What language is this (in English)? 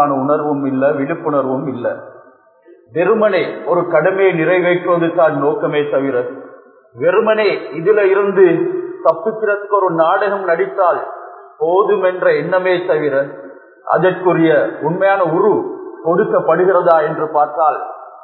Tamil